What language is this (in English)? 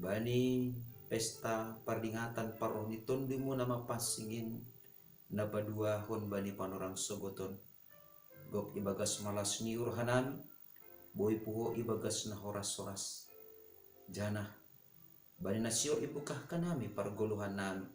Batak Simalungun